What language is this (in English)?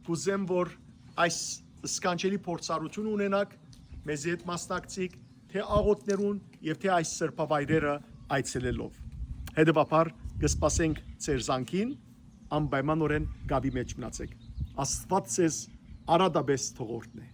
Western Armenian